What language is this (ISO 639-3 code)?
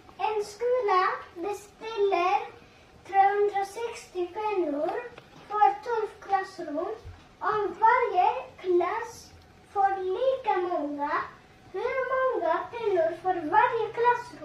fao